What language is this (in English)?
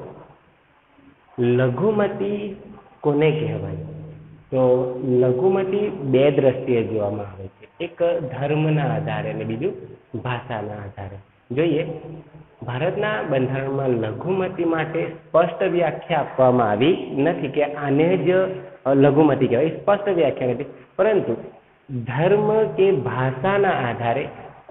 Gujarati